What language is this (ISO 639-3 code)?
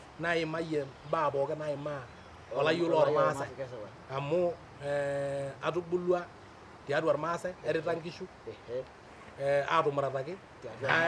mas